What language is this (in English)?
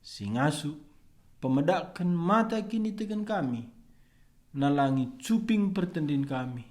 Batak Karo